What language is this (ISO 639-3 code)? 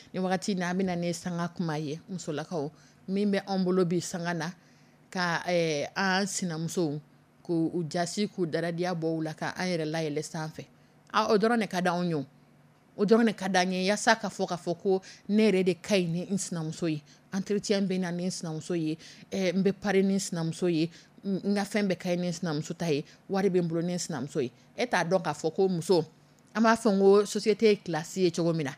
dyu